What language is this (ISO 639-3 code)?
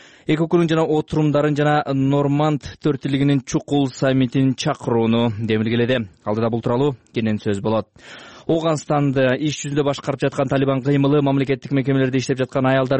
kir